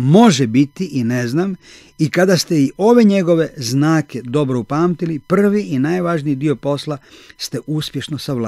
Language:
Croatian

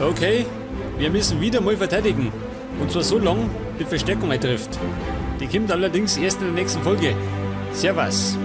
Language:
Bavarian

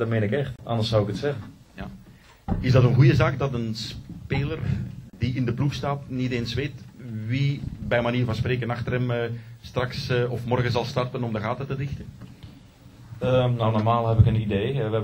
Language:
Dutch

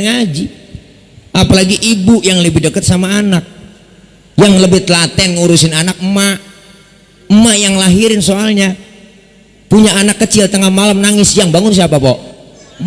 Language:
Betawi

